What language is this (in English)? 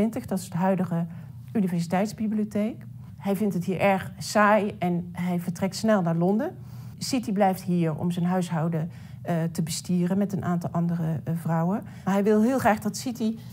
Dutch